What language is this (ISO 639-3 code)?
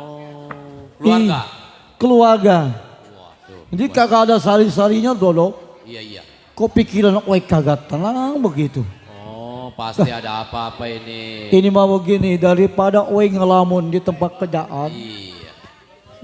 bew